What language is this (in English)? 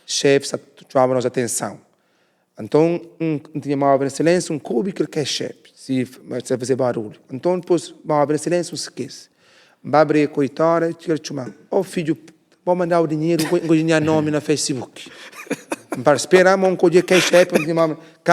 Kabuverdianu